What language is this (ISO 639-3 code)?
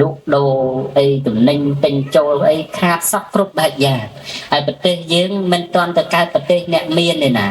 khm